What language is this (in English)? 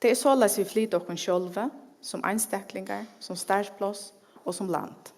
Faroese